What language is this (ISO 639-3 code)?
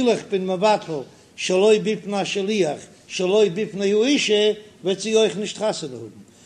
yid